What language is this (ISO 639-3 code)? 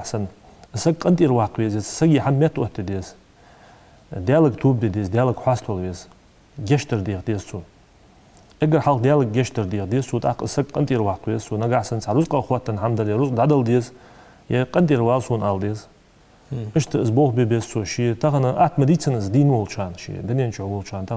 inh